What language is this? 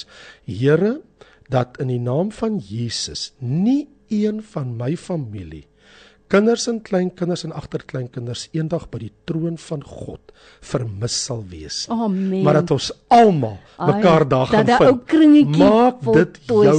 Afrikaans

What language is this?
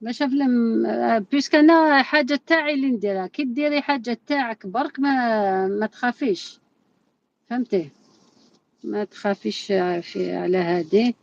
Algerian Arabic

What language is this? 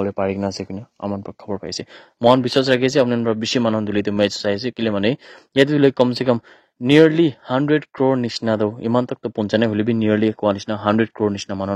Naga Pidgin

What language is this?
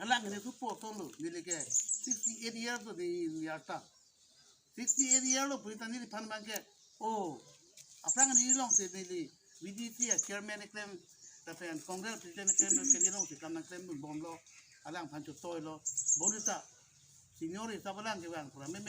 Karbi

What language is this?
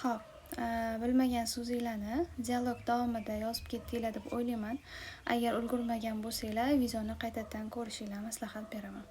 Uzbek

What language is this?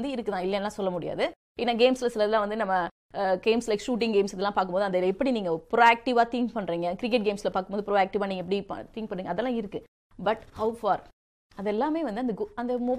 Tamil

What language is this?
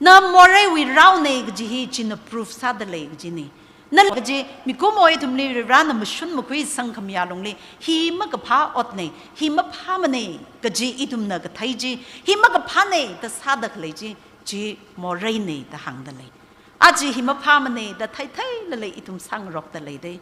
Tangkhul Naga (India)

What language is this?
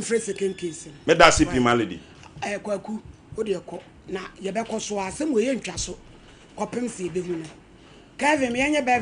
Akan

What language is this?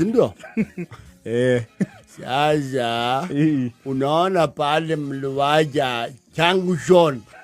Kikuyu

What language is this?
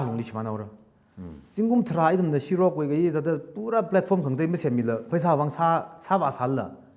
Tangkhul Naga (India)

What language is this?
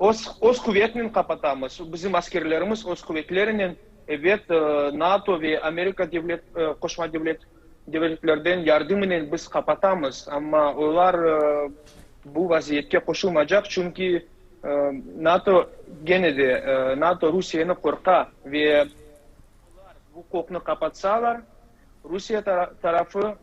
Crimean Tatar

